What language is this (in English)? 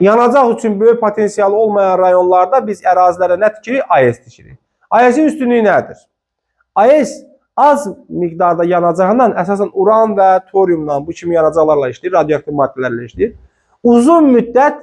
Azerbaijani